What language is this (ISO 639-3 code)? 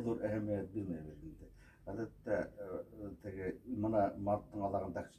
bak